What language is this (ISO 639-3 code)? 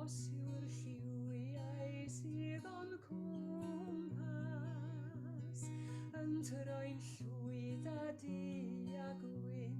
cym